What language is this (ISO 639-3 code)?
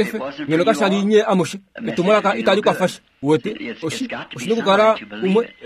kua